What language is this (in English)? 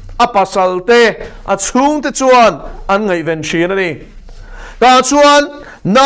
Mizo